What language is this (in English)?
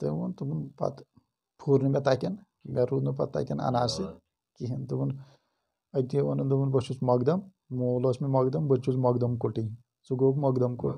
Kashmiri